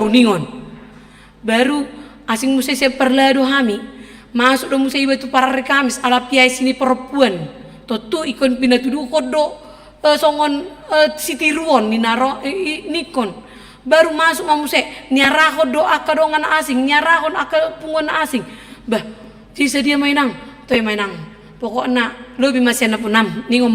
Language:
Batak Toba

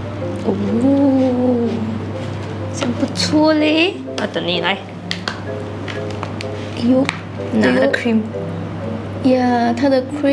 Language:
Chinese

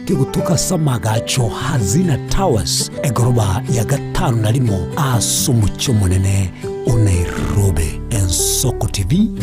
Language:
Gusii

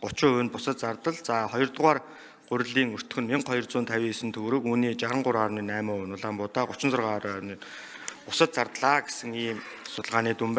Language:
Mongolian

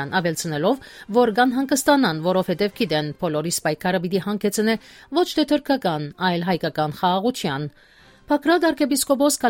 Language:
Armenian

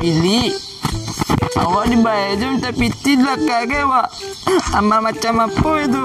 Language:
Minangkabau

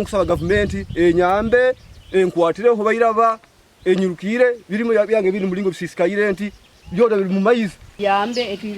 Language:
Nyankole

